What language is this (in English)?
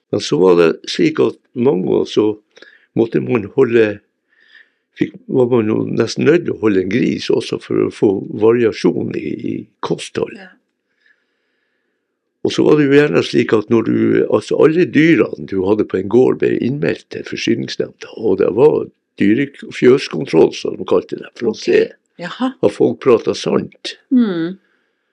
Norwegian